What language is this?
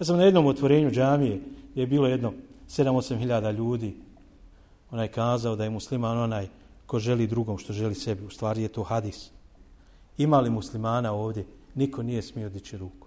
Bosnian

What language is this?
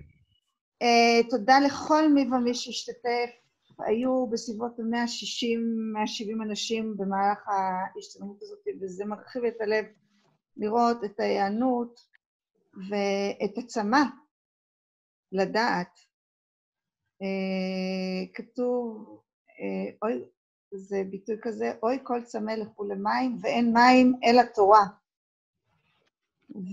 Hebrew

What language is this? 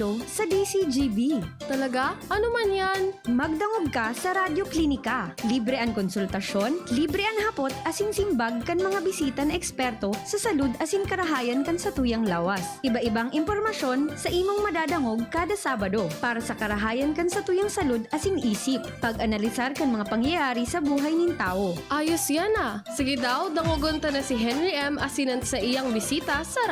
Bikol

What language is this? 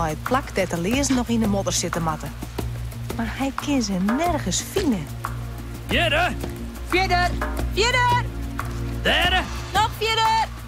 Western Frisian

